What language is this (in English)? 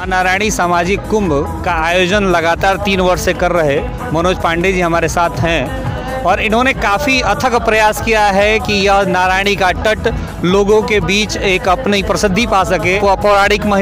Hindi